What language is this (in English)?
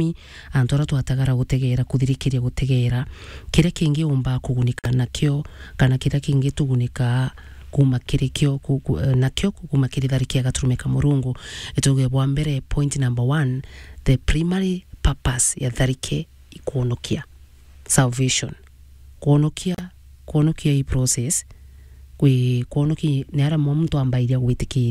Meru